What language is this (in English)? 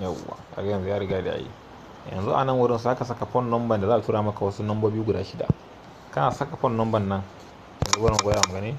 Hausa